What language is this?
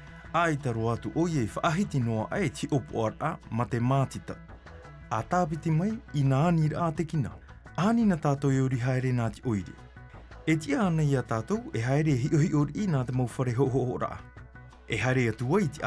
Tahitian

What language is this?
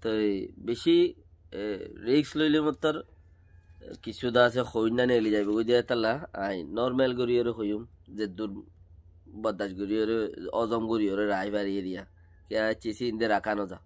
Rohingya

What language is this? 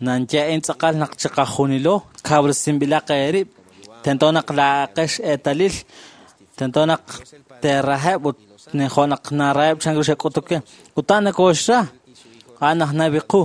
Kekchí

